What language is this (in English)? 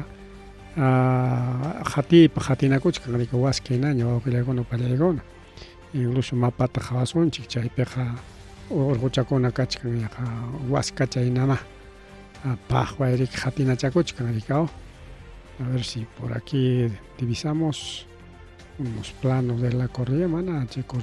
Ayacucho Quechua